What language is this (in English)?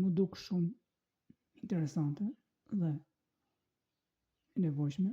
Albanian